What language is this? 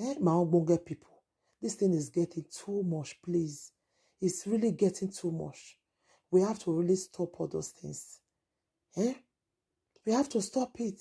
Nigerian Pidgin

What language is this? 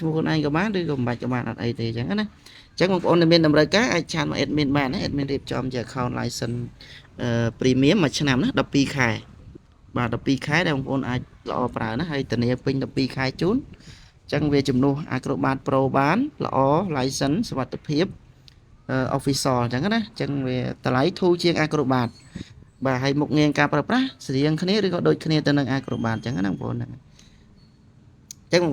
Khmer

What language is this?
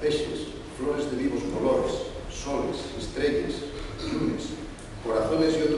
Asturian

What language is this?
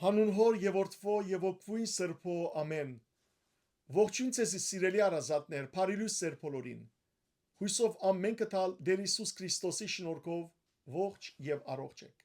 Western Armenian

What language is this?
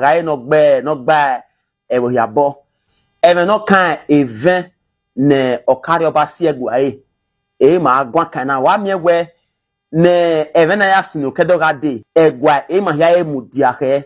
Bini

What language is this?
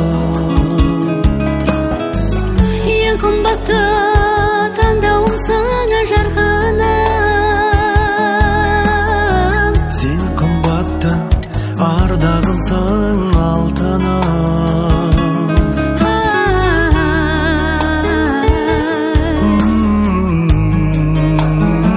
Kazakh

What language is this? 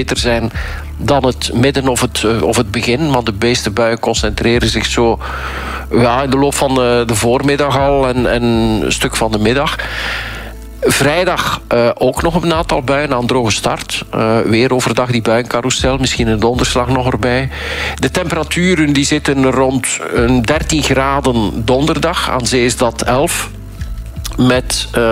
Dutch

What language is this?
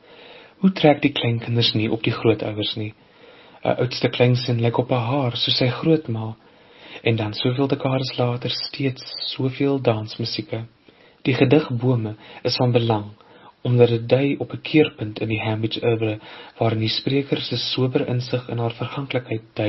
Afrikaans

